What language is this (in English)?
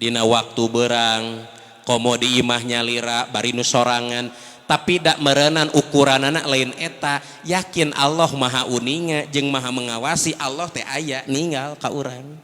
Sundanese